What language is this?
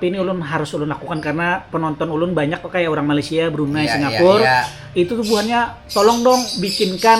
Banjar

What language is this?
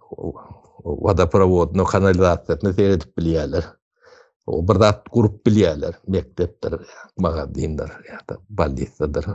Turkmen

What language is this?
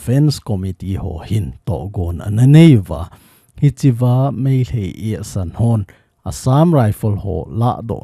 Thado Chin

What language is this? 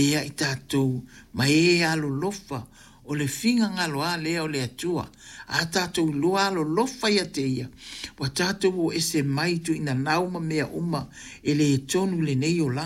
Samoan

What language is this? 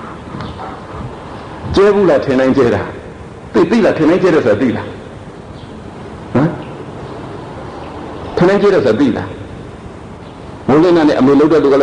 Burmese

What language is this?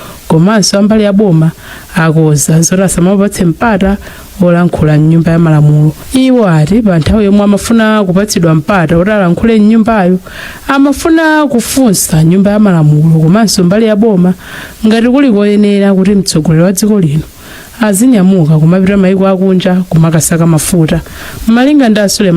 Nyanja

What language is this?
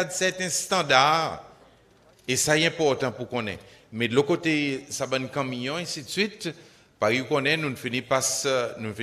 Seselwa Creole French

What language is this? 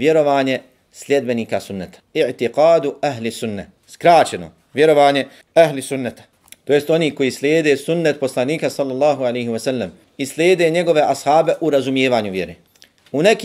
Bosnian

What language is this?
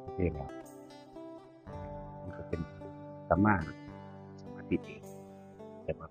Northeastern Thai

